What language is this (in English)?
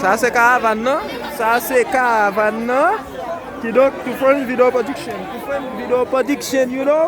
Haitian Creole